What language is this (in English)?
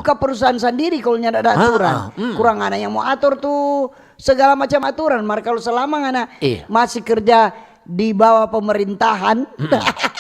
Manado Malay